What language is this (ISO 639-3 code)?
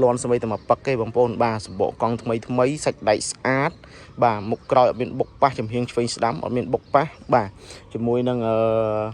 khm